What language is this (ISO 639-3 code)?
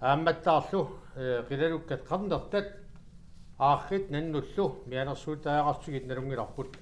kal